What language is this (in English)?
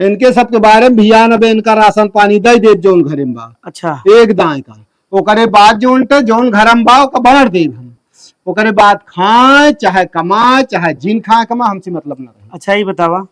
Awadhi